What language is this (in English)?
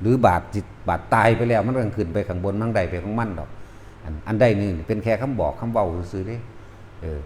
Northeastern Thai